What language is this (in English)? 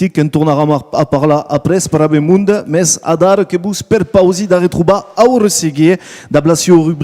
Occitan